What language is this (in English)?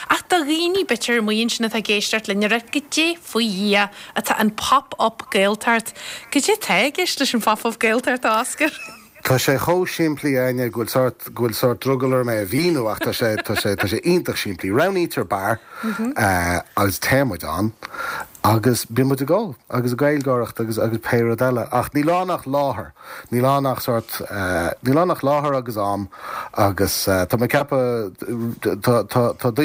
Irish